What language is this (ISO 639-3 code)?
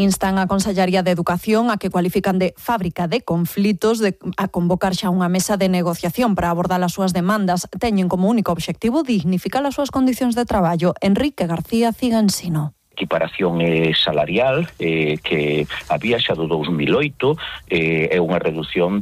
glg